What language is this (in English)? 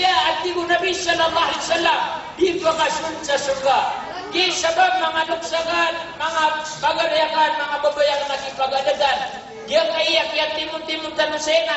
Maranao